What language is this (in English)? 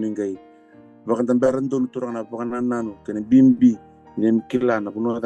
Fijian